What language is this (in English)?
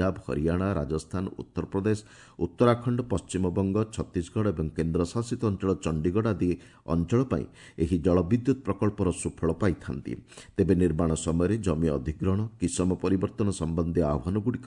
Odia